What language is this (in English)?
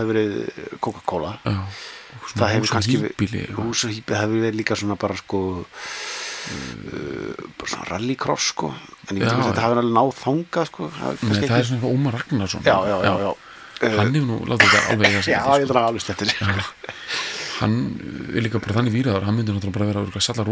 Icelandic